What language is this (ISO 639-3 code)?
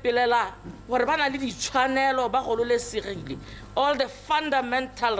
tsn